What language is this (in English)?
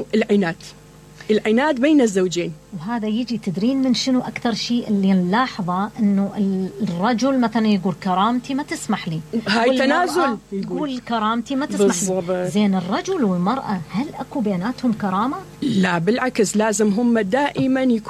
Mesopotamian Arabic